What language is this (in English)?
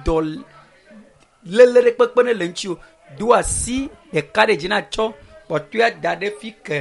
Ewe